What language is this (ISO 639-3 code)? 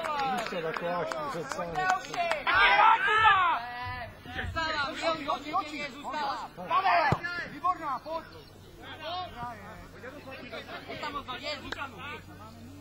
ces